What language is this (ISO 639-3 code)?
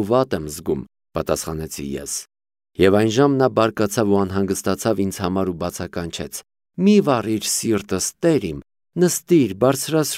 hye